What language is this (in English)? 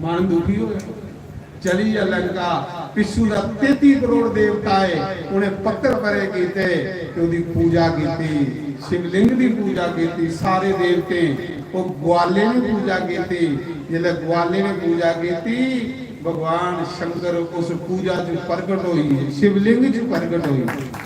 Dogri